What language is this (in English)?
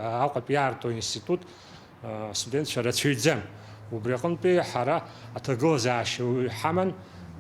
Abkhazian